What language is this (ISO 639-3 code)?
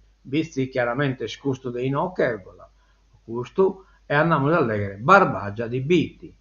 srd